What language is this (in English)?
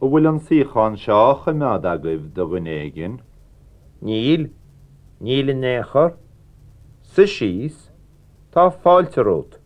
Irish